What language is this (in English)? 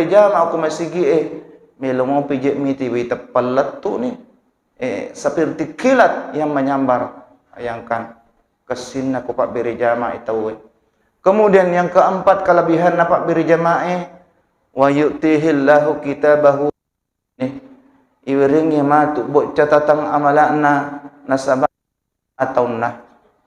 Buginese